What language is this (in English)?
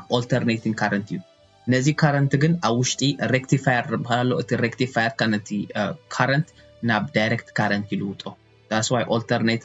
Tigrinya